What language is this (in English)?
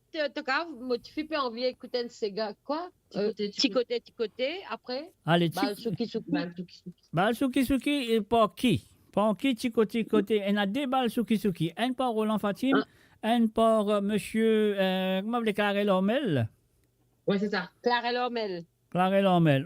Morisyen